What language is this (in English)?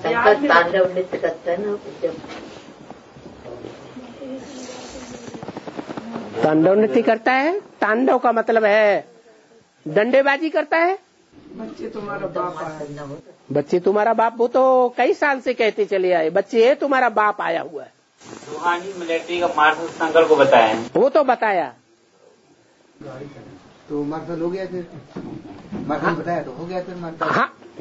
Hindi